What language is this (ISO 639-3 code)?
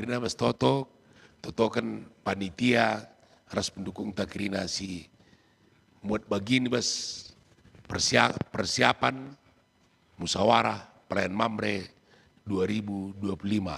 btx